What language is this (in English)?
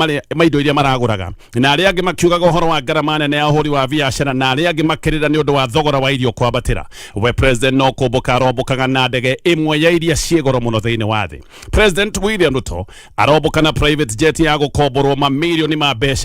Kikuyu